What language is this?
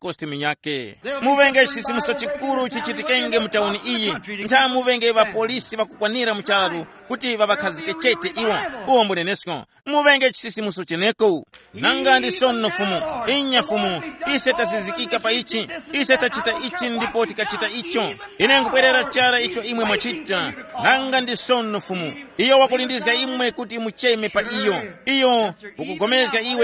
Tumbuka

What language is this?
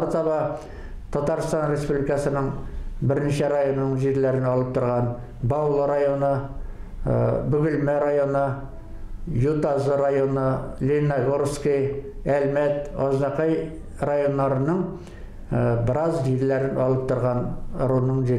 Bashkir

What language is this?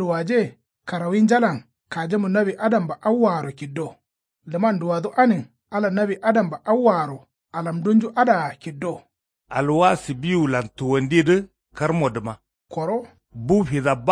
Kanuri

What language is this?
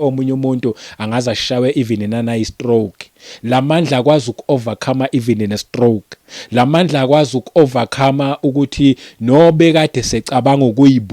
Zulu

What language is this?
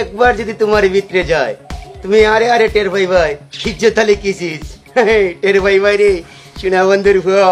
Sylheti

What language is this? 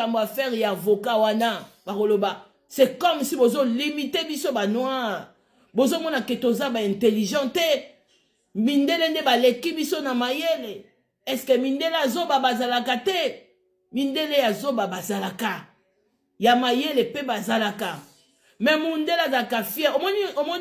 Lingala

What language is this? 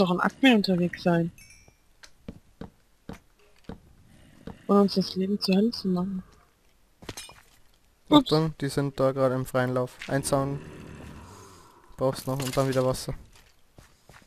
German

